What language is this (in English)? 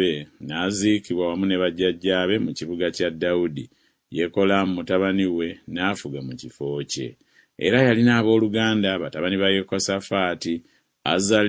Ganda